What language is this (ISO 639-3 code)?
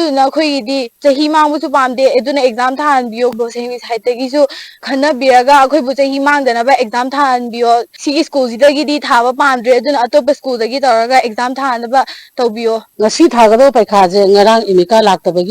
mni